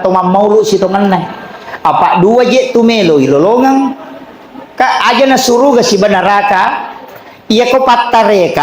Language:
Buginese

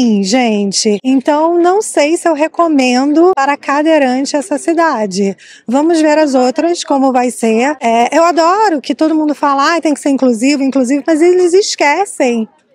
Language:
Portuguese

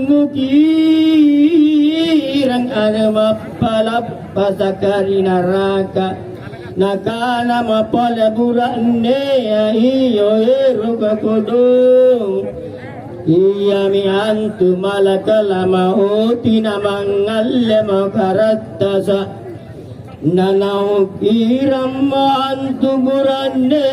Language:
Makasar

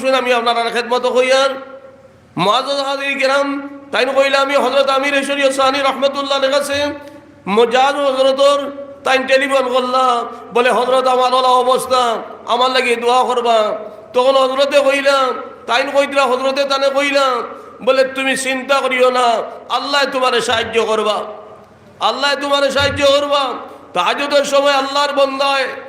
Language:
Sylheti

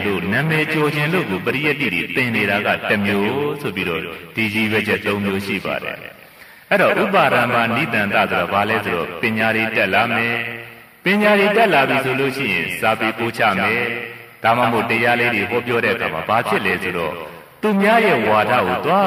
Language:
Burmese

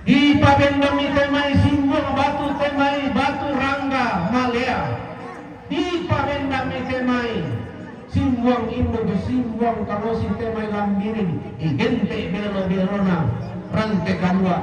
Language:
Toraja-Sa'dan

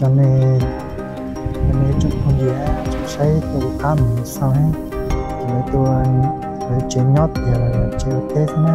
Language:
Hmong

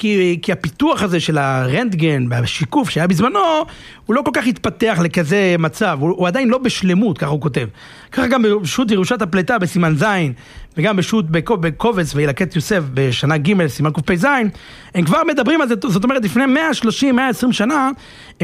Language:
Hebrew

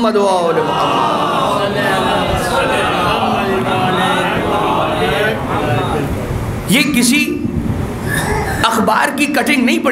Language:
Urdu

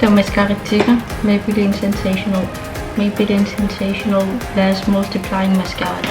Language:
Kalaallisut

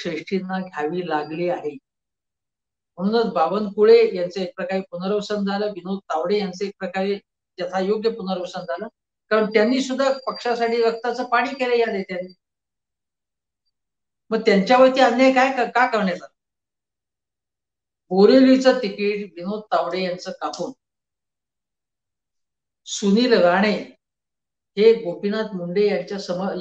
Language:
Marathi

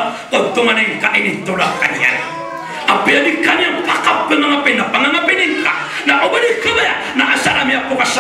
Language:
Maranao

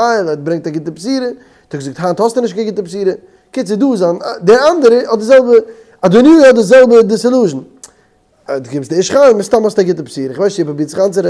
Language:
Yiddish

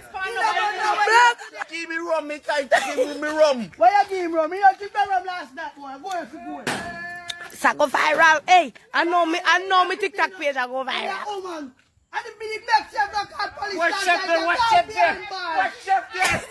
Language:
Jamaican Creole English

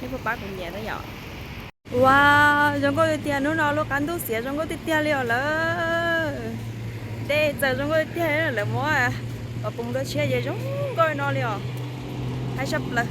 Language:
Hmong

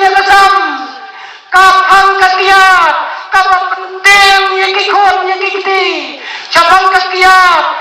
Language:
Khasi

